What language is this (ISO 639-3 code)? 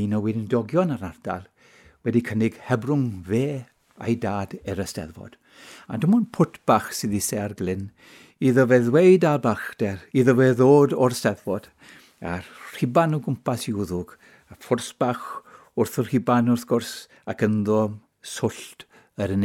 cym